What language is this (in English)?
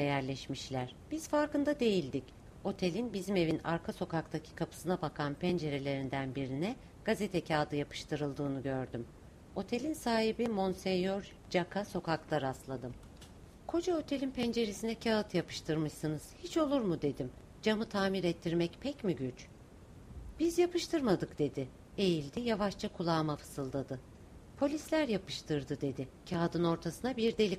Turkish